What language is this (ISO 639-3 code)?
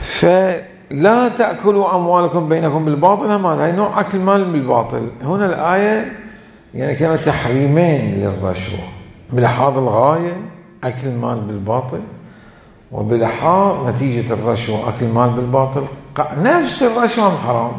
acm